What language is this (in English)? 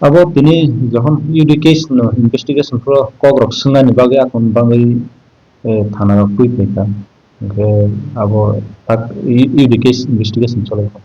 Kok Borok